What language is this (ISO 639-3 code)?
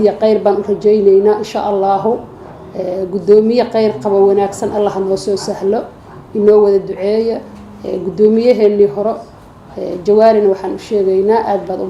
som